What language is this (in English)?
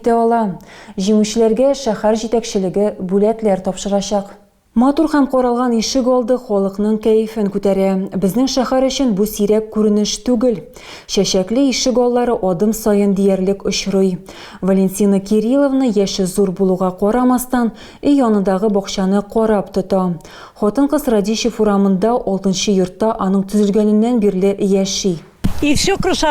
Tatar